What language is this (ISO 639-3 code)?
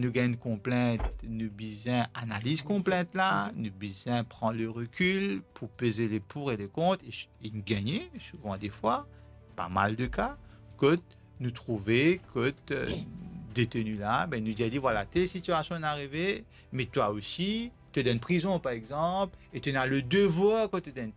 mfe